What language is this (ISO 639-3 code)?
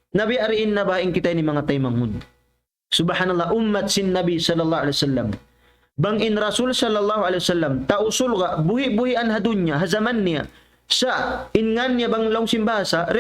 tsg